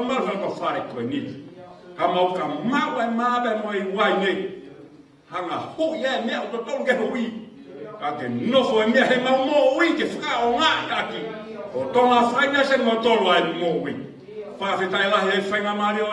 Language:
Tongan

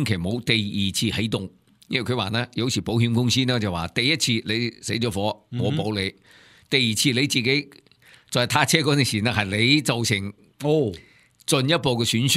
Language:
Cantonese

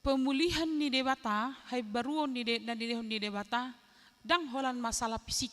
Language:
Batak Toba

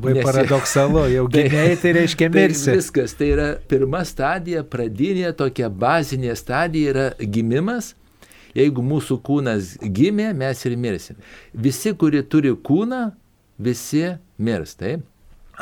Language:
Lithuanian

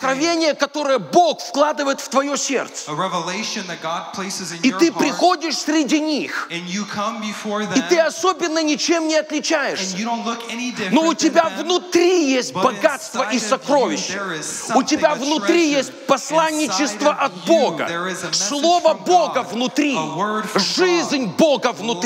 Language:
Russian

